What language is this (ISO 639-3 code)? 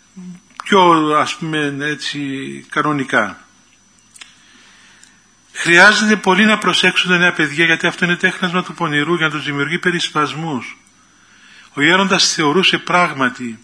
ell